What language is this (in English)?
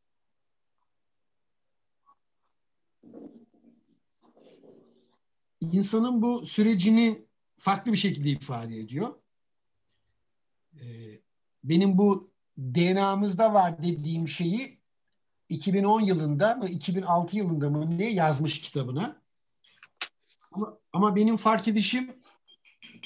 Turkish